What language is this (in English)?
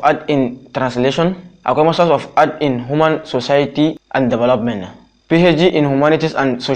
Hausa